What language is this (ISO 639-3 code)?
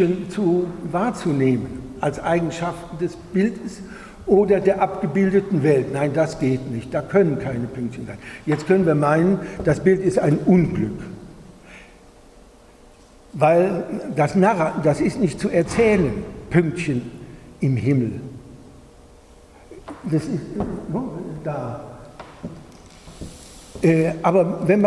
deu